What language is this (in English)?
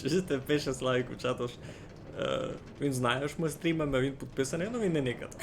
Rusyn